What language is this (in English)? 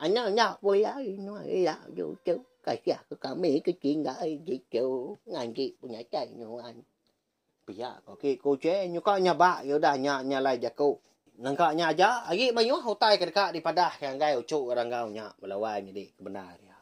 Iban